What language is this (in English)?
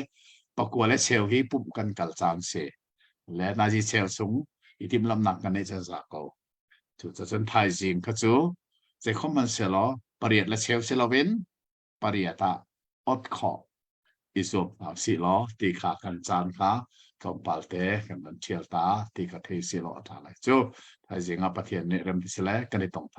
Hakha Chin